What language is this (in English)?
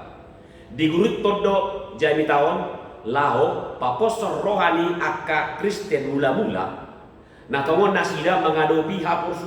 Batak Toba